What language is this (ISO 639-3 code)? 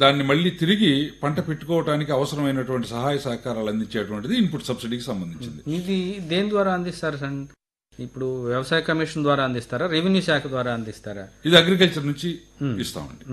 tel